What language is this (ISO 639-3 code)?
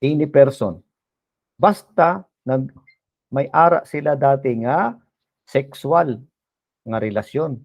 hil